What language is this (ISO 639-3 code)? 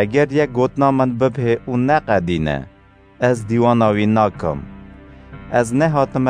kur